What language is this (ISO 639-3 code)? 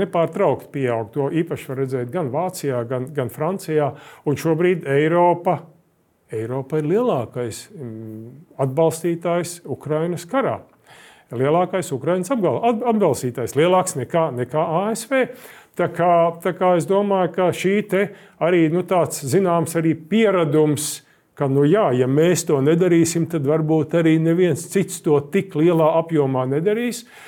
lav